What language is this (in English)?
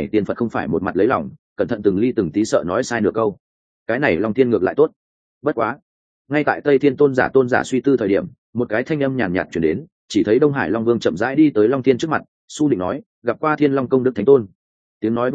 Vietnamese